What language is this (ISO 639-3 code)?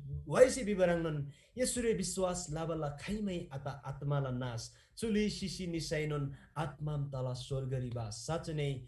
taj